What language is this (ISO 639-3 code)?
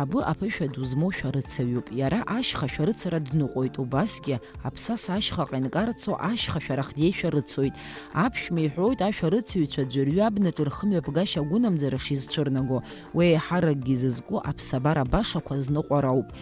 abk